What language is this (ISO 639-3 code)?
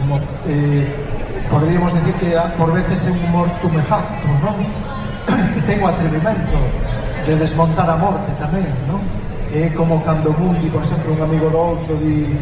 glg